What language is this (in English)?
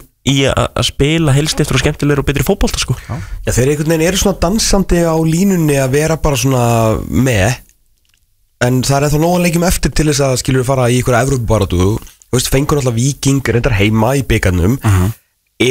Icelandic